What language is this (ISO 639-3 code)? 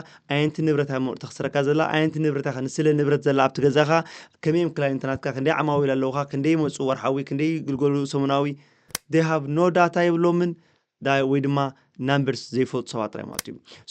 tir